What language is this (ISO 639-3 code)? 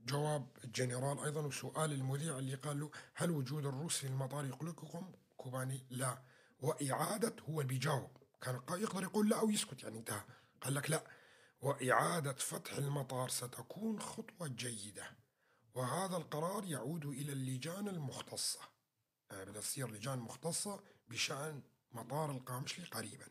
apc